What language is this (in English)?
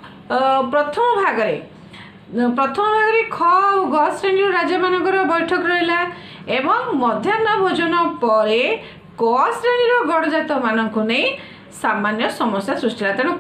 Odia